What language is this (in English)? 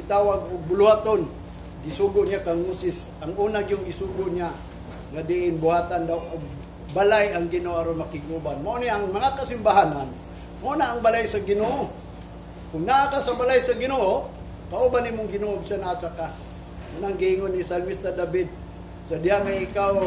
Cebuano